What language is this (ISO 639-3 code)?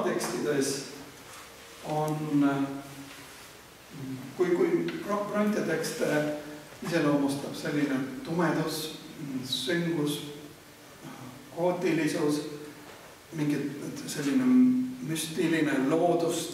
est